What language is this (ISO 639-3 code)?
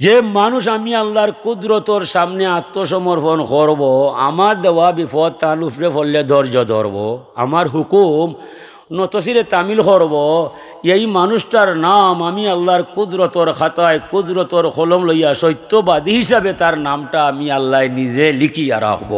syl